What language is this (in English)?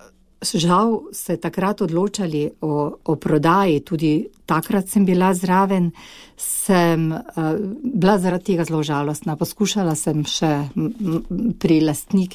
Slovenian